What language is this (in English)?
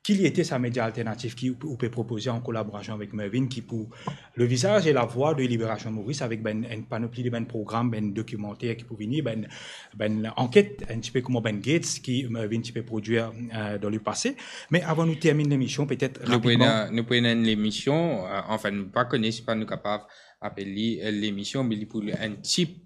Morisyen